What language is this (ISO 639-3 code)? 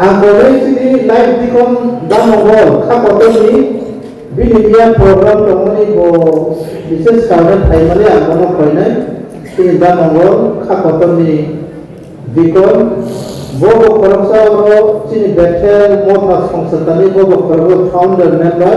trp